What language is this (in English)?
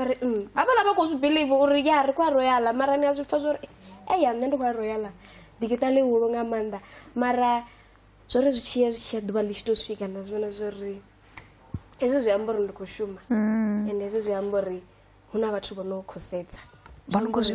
Venda